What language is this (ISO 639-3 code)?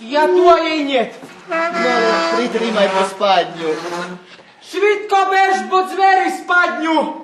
rue